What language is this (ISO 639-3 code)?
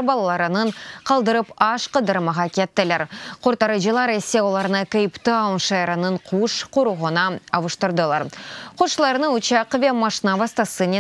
crh